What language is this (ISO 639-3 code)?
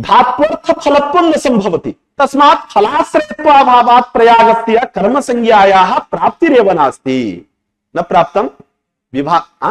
san